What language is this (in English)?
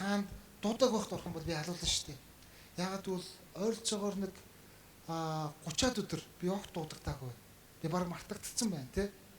Mongolian